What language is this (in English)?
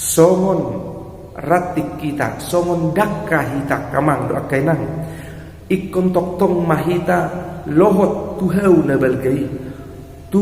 Batak Toba